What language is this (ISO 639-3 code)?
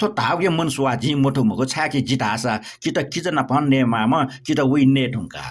new